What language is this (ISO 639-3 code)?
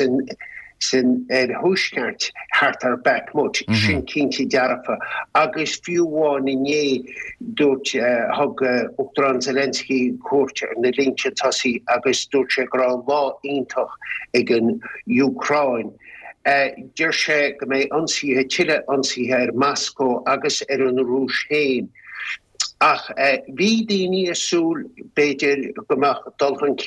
gle